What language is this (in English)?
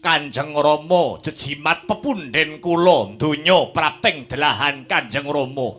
Javanese